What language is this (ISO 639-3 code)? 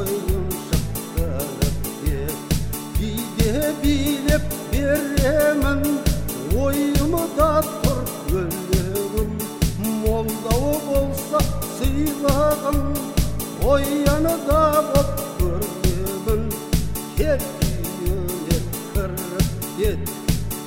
kaz